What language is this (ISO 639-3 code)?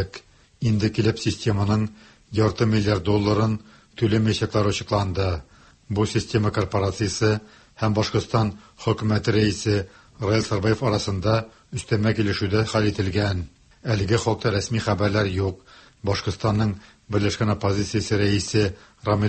tat